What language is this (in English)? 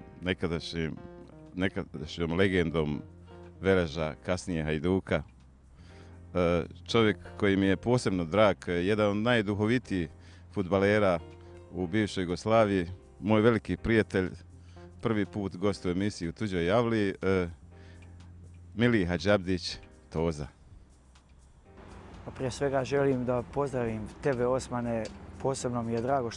Bosnian